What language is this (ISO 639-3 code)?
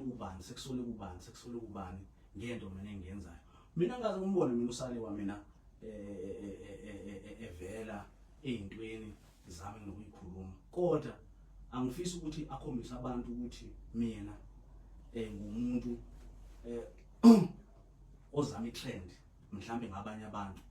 zul